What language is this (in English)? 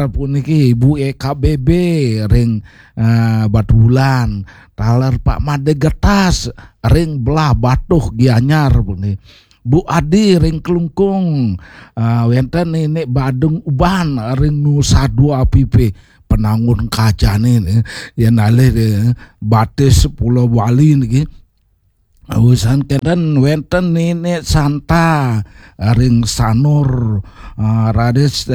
Balinese